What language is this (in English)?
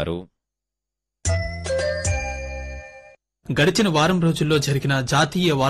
Telugu